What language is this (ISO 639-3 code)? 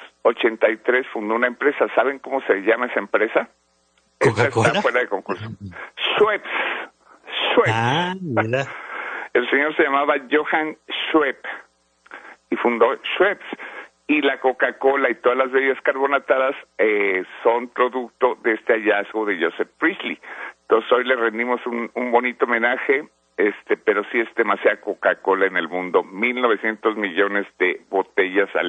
spa